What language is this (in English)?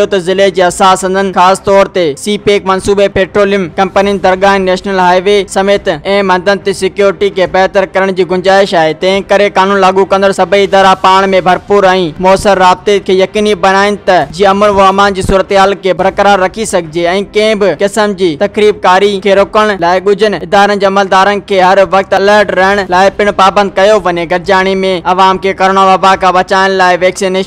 Sindhi